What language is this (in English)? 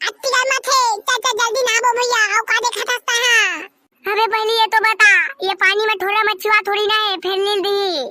Chhattisgarhi